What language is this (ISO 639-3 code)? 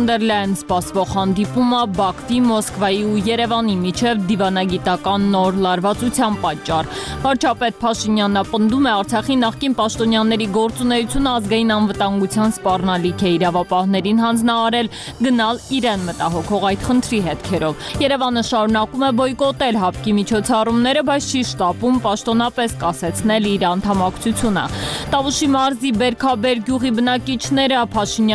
hye